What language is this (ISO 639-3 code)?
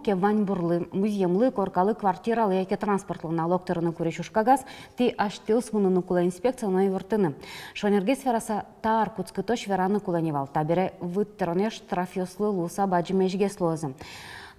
udm